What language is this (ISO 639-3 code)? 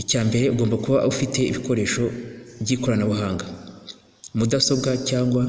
kin